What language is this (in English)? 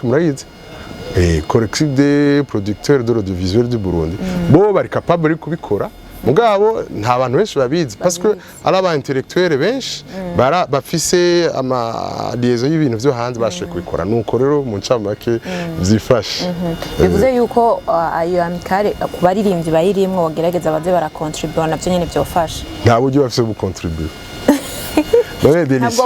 Rundi